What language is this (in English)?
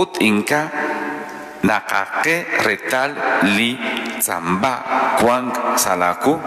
Kekchí